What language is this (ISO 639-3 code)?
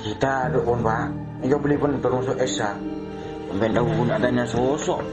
mad